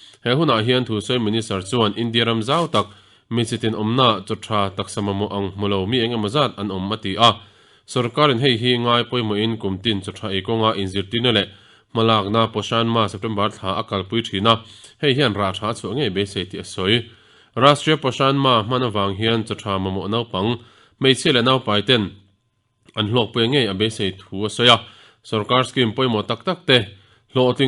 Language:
Mizo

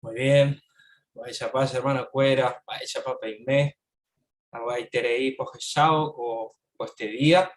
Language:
Guarani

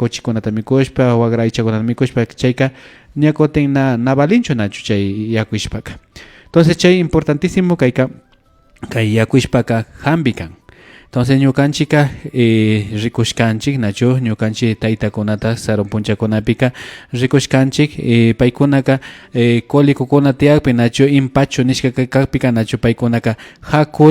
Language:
Imbabura Highland Quichua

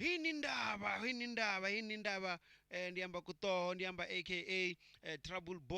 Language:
Venda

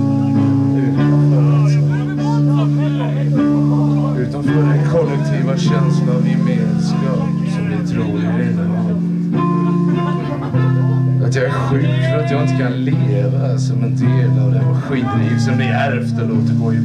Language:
Swedish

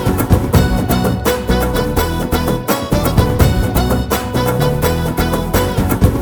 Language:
Tamil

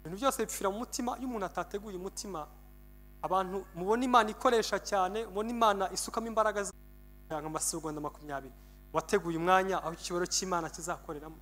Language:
Kinyarwanda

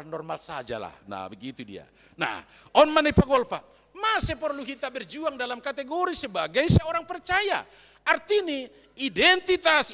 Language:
Batak Simalungun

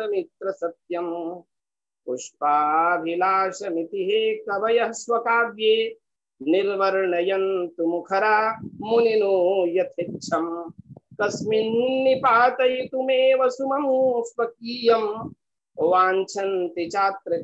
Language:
Sanskrit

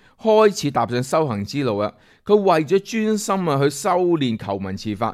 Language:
Cantonese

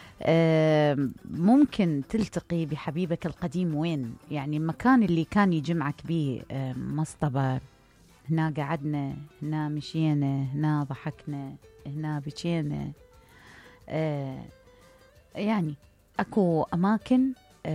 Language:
Mesopotamian Arabic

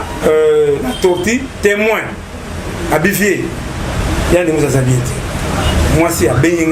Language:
Lingala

